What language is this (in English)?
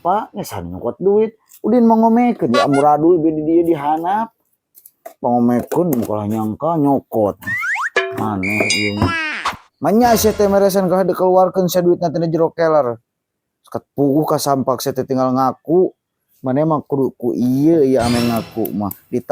Sundanese